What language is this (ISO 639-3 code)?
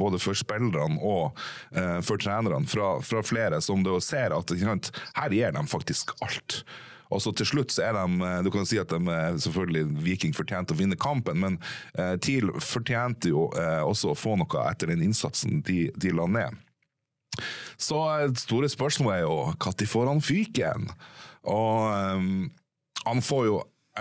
nor